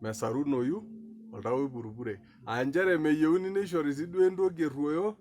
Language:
Masai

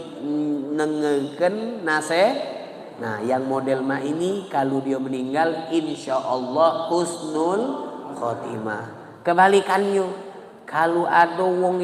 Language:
Musi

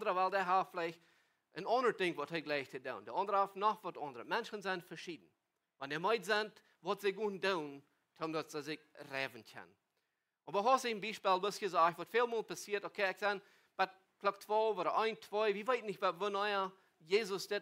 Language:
Plautdietsch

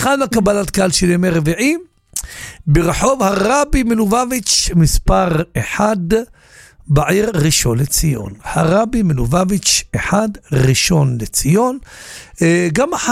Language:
Hebrew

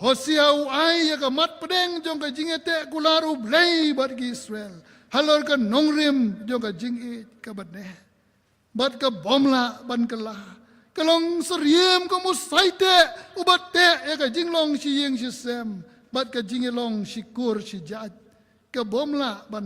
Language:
Khasi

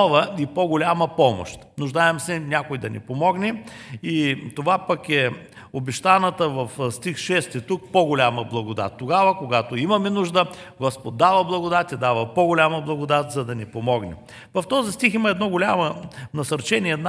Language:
Bulgarian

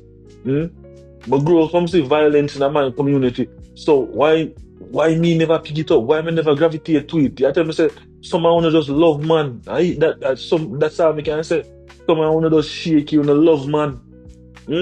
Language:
Jamaican Creole English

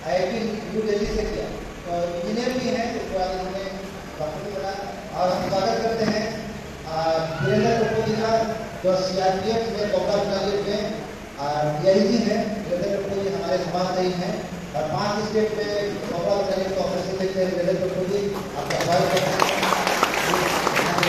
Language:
Hindi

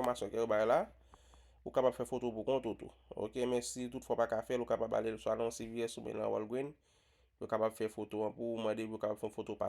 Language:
Haitian Creole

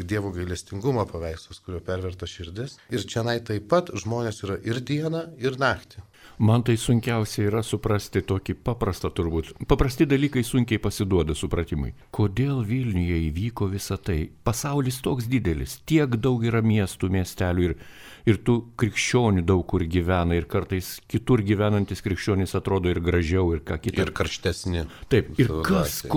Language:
Lithuanian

